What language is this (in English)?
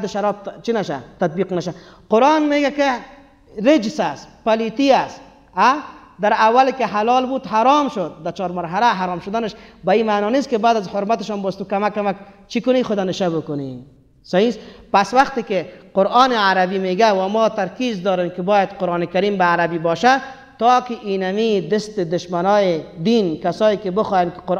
Persian